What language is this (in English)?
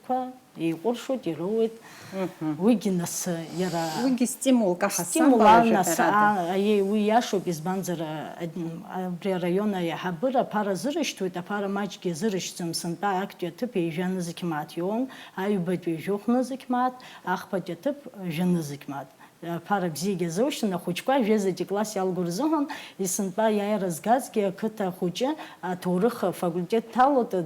Abkhazian